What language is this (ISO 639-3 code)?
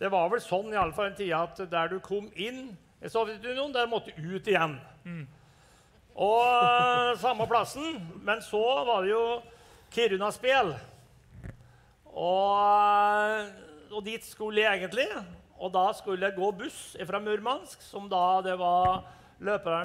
nor